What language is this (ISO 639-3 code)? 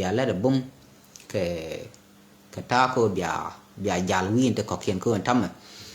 nus